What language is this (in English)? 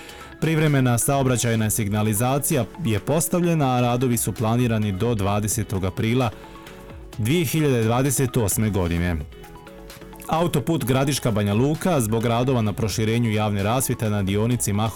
Bosnian